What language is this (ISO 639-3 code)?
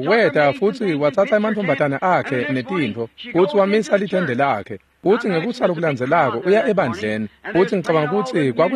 ssw